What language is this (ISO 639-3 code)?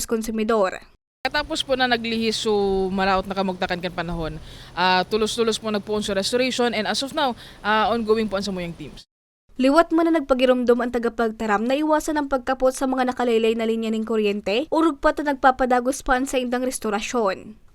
bik